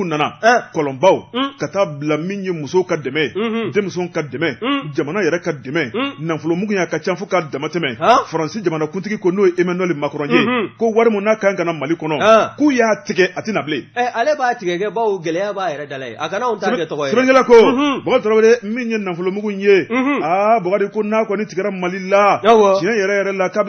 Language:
Bambara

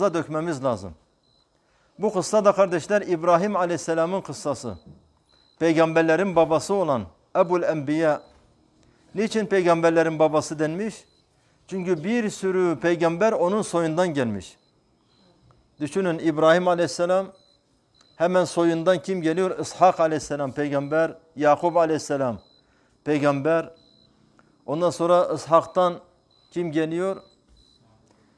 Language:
Turkish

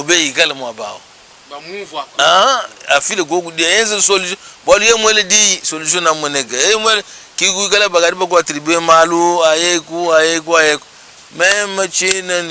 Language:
Luba-Lulua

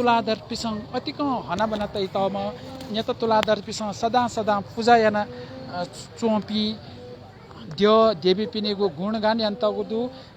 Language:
Newari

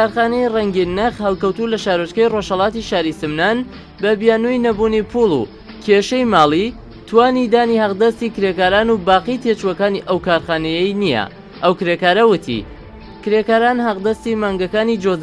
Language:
Central Kurdish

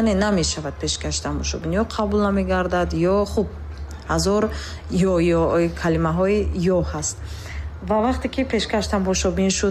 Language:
Tajik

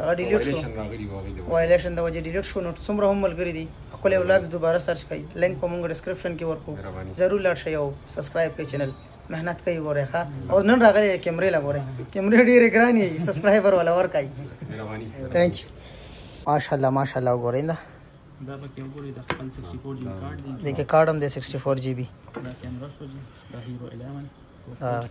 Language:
Pashto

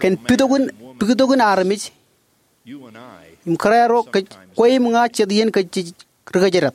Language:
Marshallese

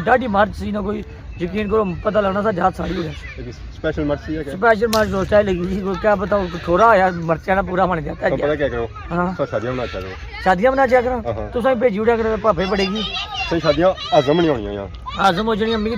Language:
Pahari-Potwari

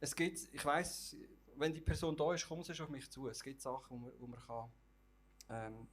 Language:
Swiss German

